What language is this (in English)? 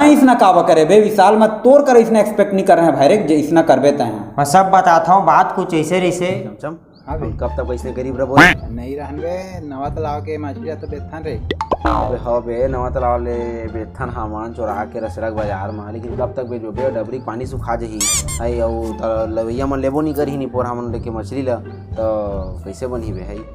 Chhattisgarhi